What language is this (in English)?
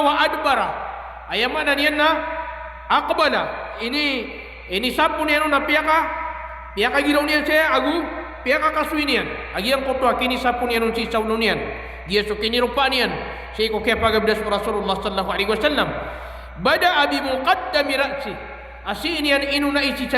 Maranao